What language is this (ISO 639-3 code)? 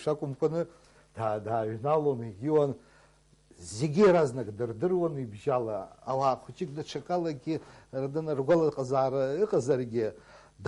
abk